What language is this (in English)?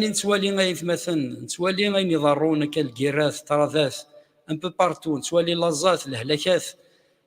Kabyle